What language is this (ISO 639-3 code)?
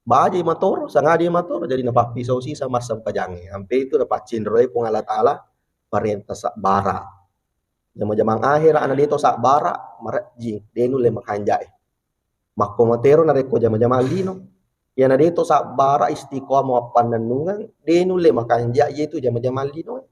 bug